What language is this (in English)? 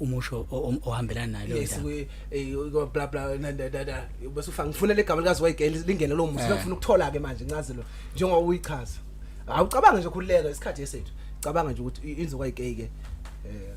Zulu